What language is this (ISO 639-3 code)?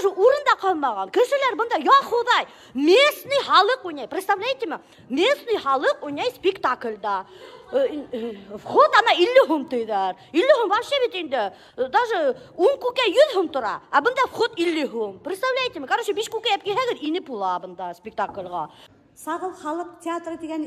bak